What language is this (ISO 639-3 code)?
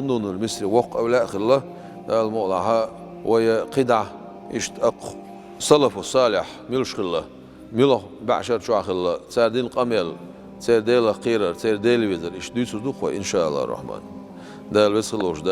che